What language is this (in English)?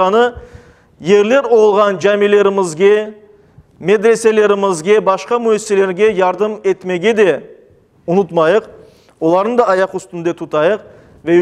Crimean Tatar